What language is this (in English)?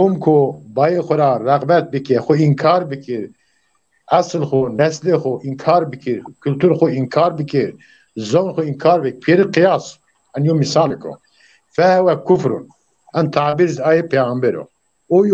Zaza